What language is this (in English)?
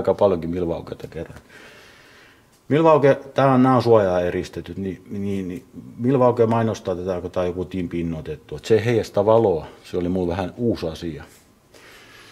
Finnish